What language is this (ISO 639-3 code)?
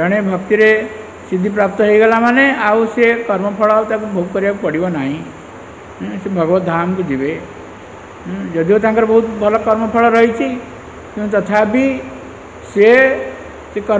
ori